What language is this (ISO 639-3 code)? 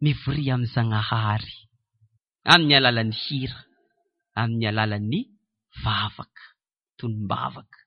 mlg